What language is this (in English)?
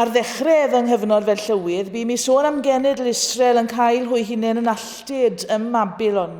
Welsh